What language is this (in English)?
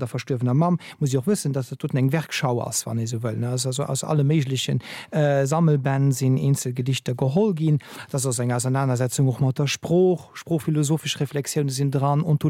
Luxembourgish